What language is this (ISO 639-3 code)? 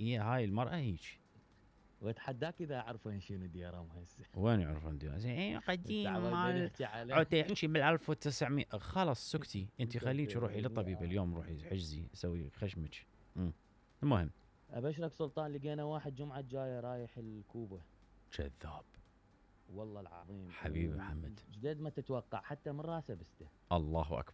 acm